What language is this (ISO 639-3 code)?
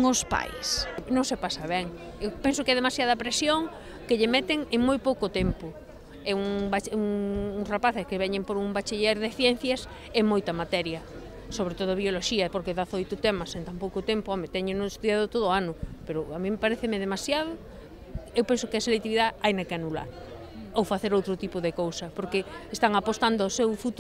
glg